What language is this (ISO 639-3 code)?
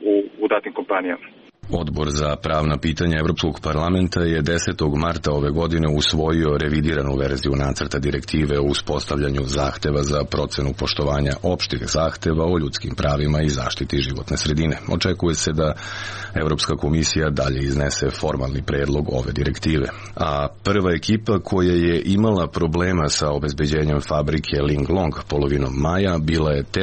srp